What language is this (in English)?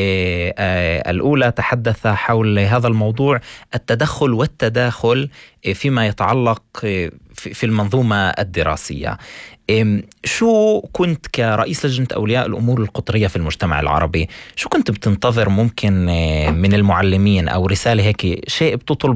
North Levantine Arabic